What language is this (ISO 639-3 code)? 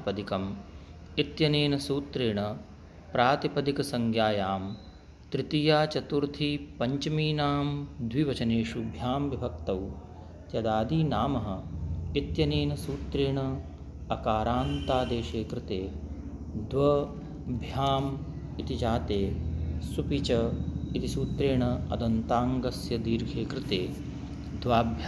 san